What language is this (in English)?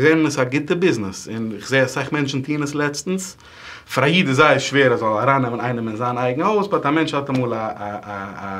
Yiddish